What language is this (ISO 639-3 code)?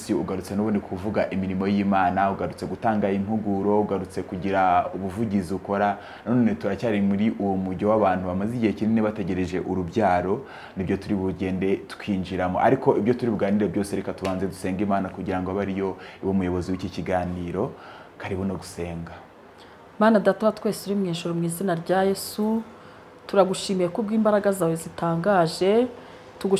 kin